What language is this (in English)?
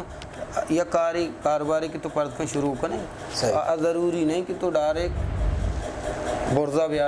Eastern Balochi